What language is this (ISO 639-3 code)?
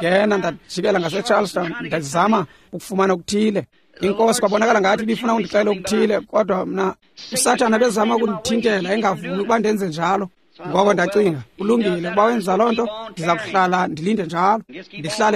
xho